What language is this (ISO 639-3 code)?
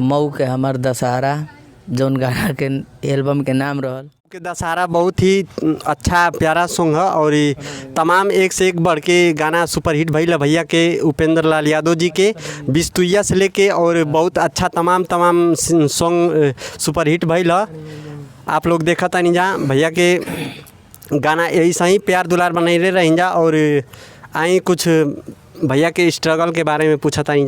bho